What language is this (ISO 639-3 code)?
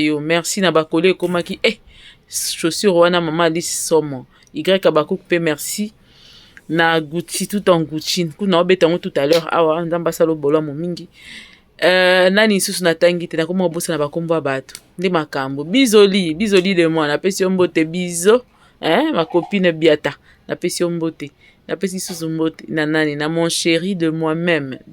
lin